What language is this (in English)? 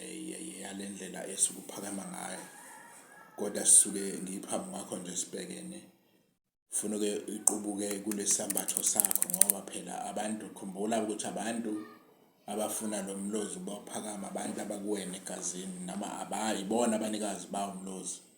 Zulu